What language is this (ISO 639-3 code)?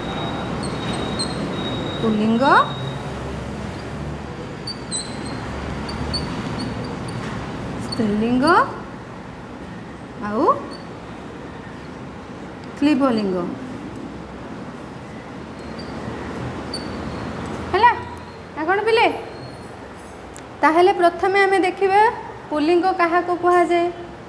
ori